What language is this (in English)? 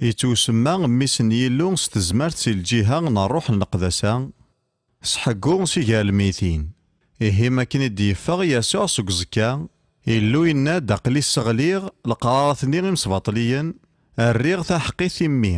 Kabyle